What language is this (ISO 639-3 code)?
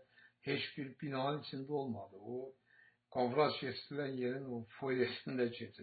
aze